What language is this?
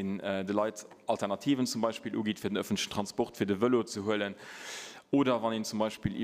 Luxembourgish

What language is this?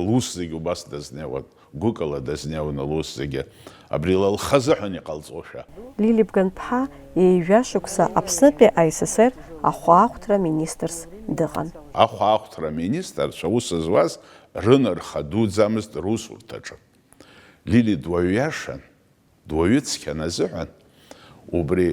Abkhazian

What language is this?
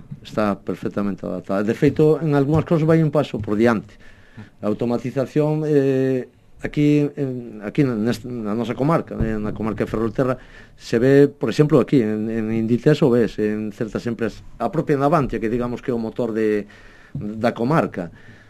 Galician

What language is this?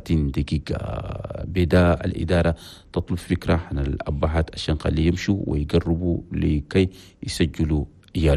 Chadian Arabic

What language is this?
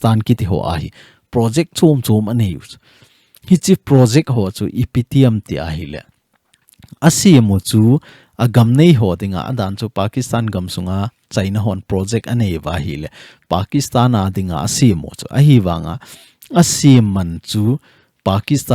Thado Chin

